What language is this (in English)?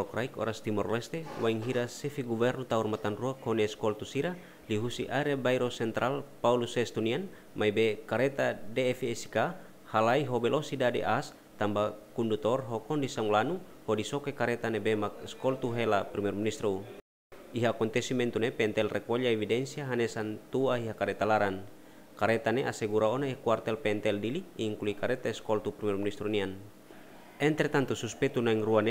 Tetum